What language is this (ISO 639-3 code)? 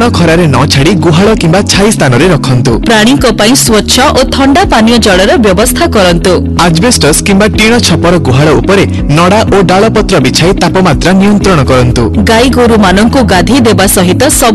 ori